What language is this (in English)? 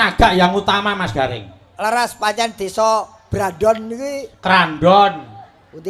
Javanese